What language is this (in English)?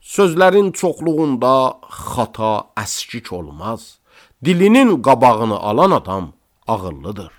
Azerbaijani